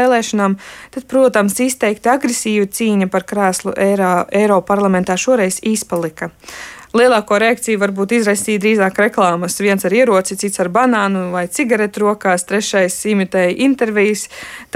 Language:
Latvian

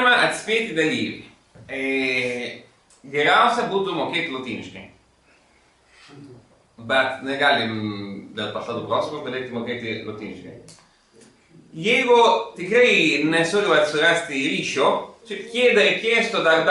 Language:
Lithuanian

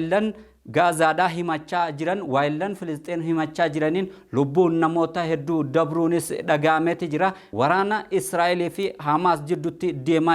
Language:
Oromo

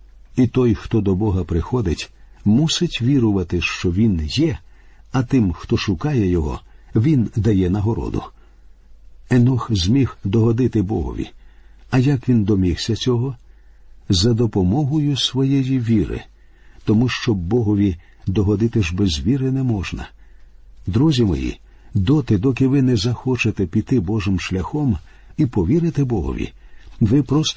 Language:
Ukrainian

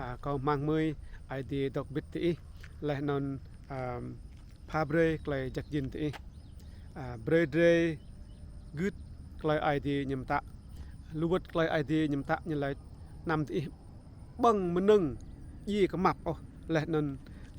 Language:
Rade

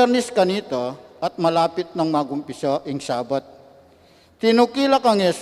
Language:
Pampanga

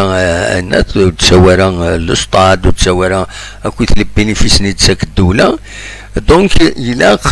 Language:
Kabyle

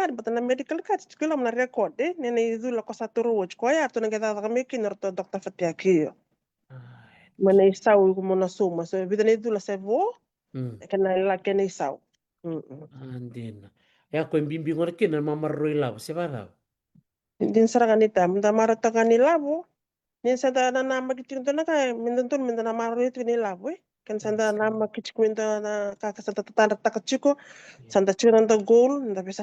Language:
Fijian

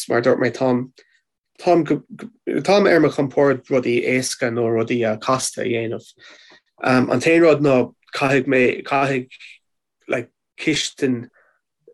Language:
Irish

